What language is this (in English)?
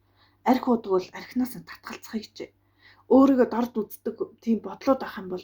Mongolian